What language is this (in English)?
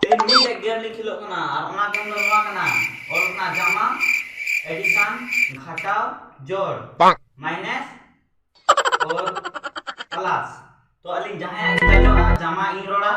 Santali